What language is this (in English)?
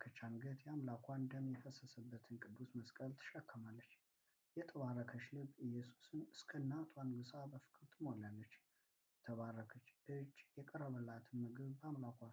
Amharic